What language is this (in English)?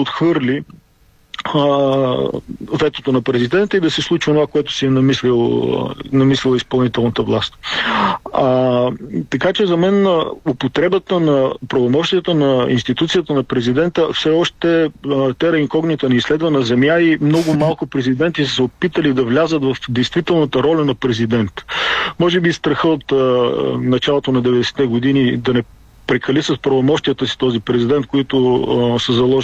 Bulgarian